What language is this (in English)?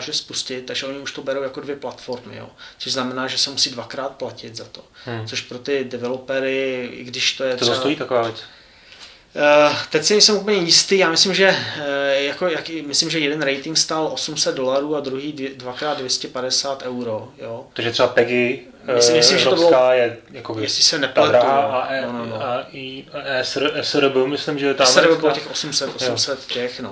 Czech